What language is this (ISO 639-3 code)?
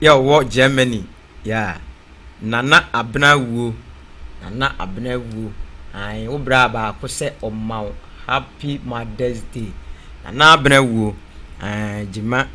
aka